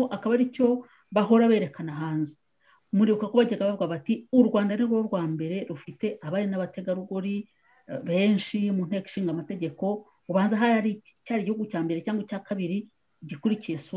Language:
Kinyarwanda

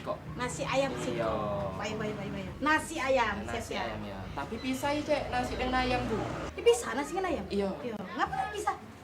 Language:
Musi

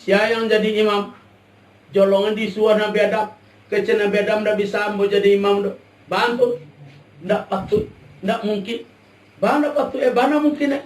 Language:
Minangkabau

